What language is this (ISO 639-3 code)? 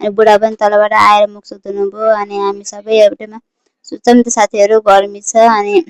nep